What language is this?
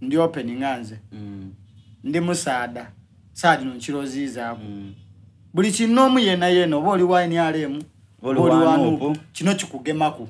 Soga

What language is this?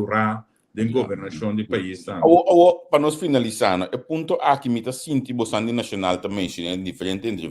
Papiamento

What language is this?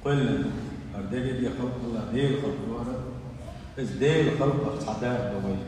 Chechen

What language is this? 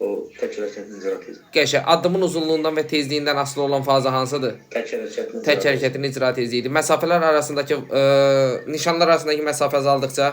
Azerbaijani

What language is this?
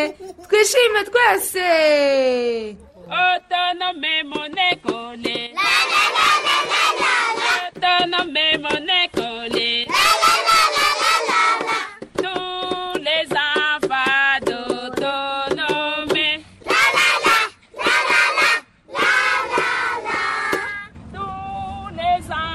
Kinyarwanda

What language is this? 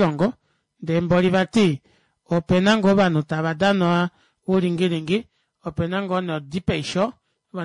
Kuanyama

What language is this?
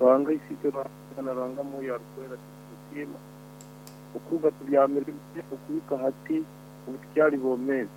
Nyoro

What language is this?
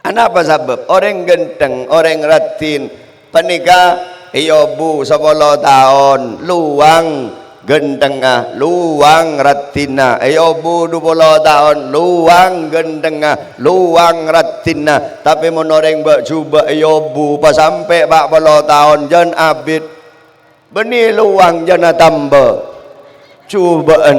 Madurese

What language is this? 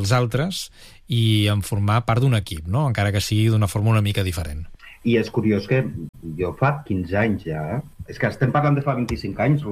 Catalan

